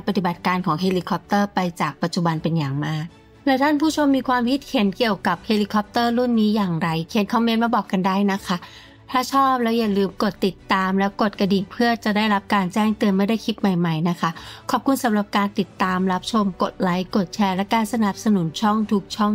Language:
Thai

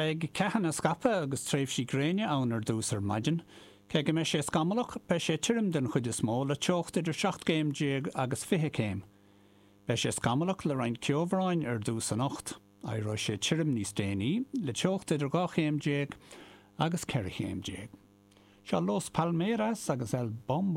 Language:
Irish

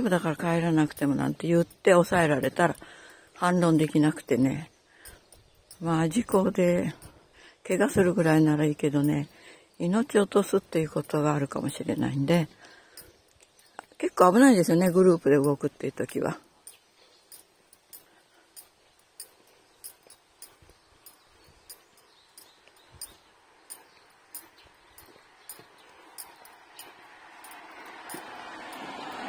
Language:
Japanese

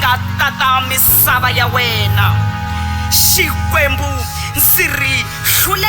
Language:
Tsonga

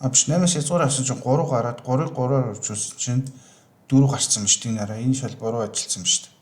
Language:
Mongolian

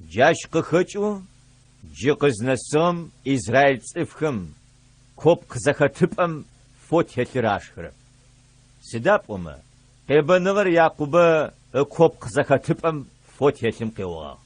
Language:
Adyghe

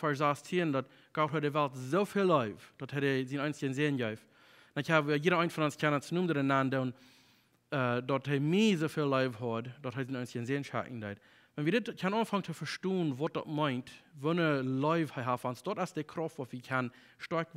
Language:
Plautdietsch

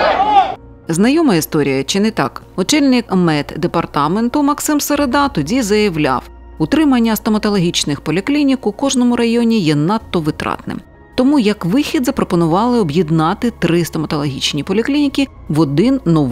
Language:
Ukrainian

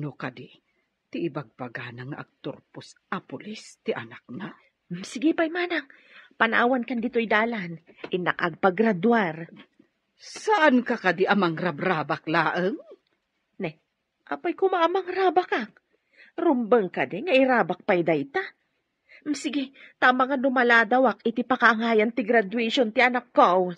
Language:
Iloko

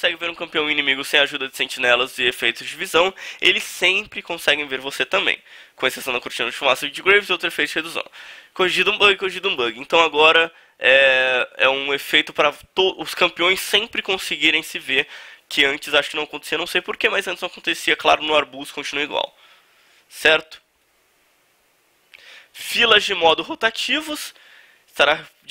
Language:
Portuguese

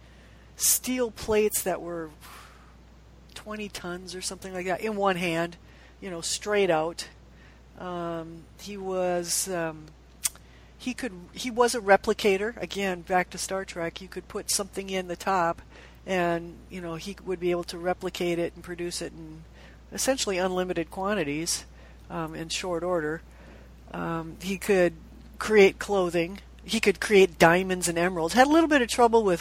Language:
English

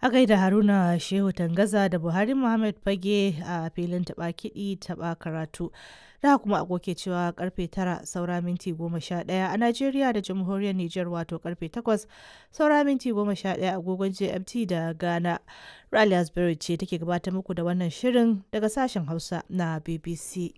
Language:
Hausa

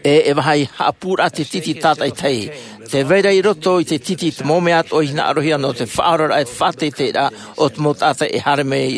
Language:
Tahitian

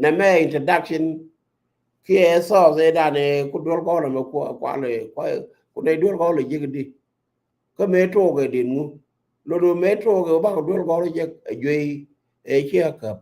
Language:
Nuer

